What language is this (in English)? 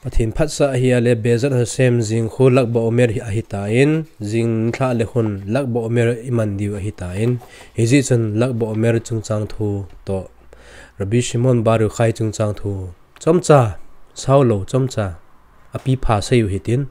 Thado Chin